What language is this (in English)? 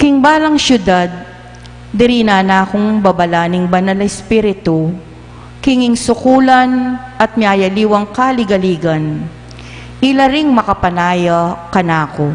Pampanga